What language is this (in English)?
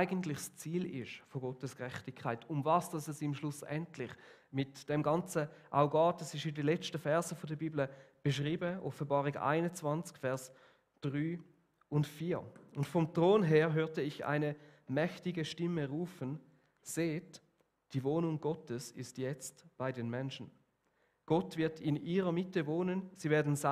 Swiss German